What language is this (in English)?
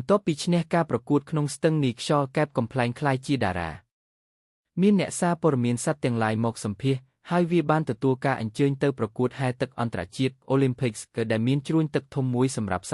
Khmer